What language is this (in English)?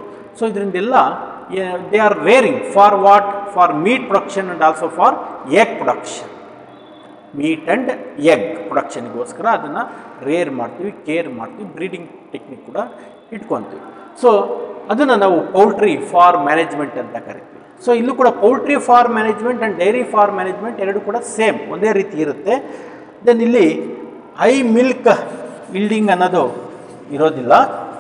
Kannada